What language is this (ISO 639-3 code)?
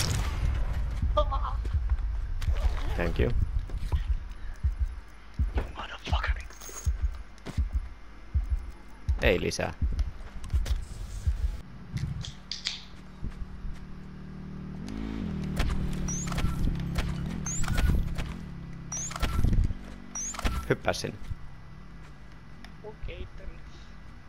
fin